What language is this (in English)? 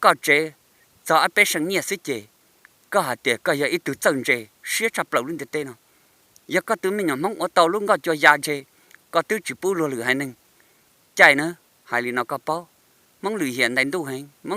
Hmong